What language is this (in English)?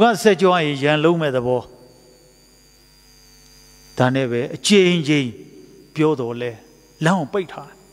Burmese